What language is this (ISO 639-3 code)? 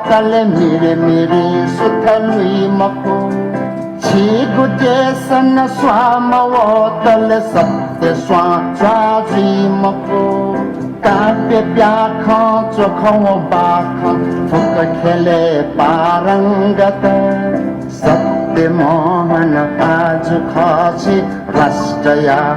new